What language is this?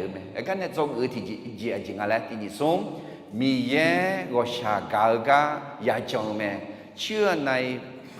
Akha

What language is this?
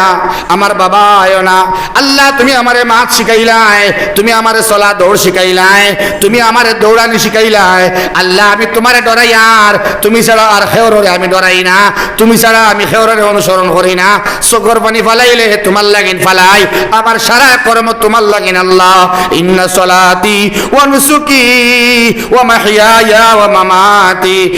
Sylheti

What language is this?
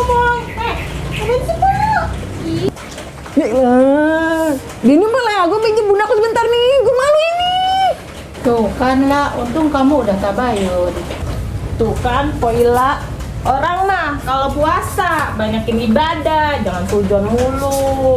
Betawi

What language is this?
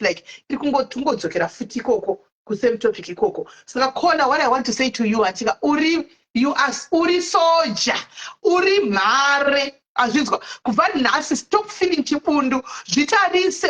Shona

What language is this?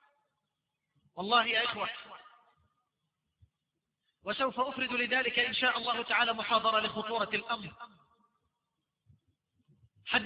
Arabic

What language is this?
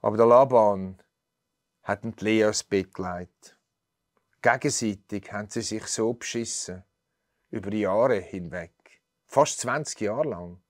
Swiss German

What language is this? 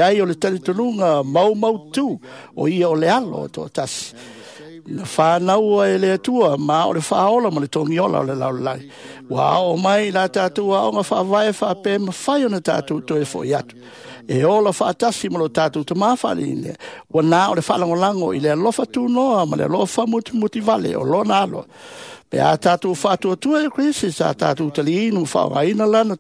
Samoan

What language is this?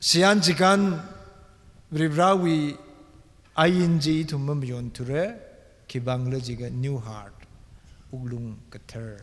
Tangkhul Naga (India)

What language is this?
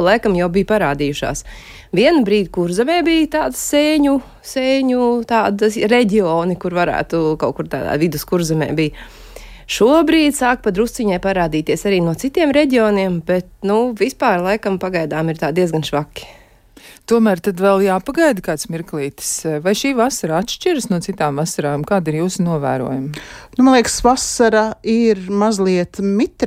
Latvian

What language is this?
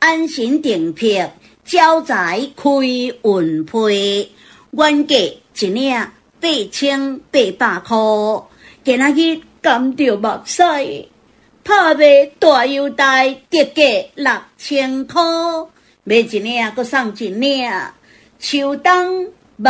Min Nan Chinese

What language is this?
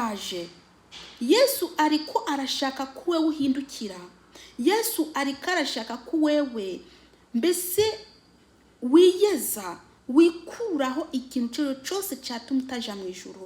Rundi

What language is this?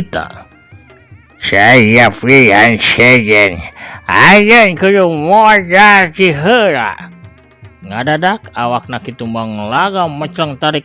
Sundanese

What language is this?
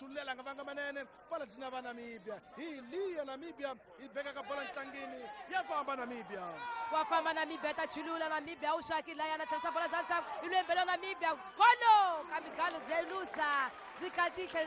Tsonga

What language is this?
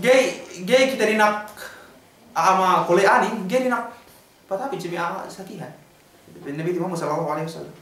Yakan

